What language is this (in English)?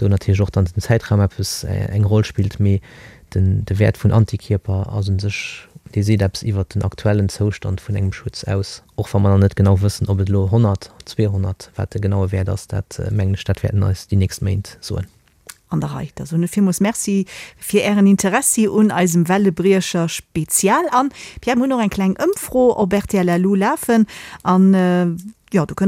Luxembourgish